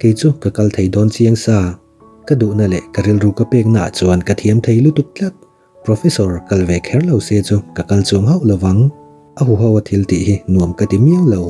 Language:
Mizo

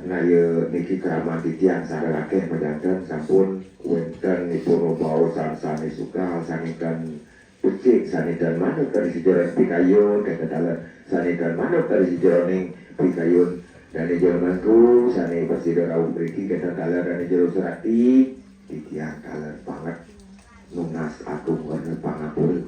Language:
Balinese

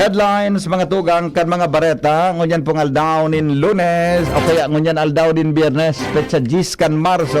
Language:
Bikol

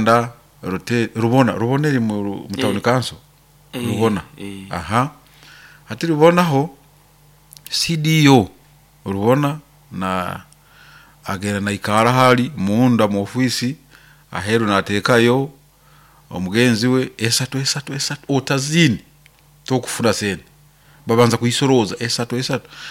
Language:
Nyoro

